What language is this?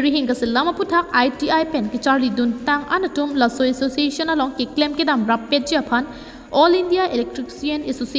Karbi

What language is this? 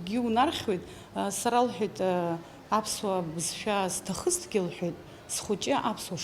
Abkhazian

